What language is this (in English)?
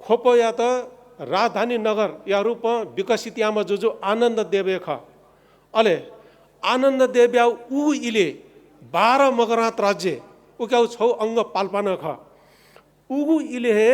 Newari